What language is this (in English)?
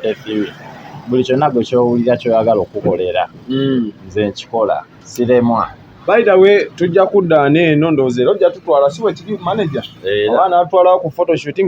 Ganda